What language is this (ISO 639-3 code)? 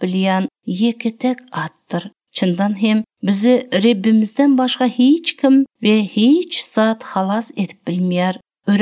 tuk